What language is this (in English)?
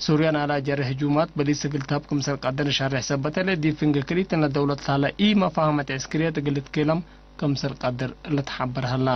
Tigre